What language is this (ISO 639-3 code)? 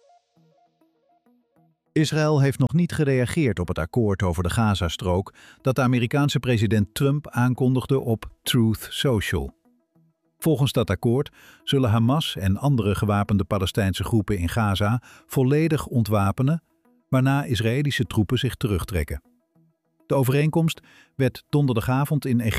nld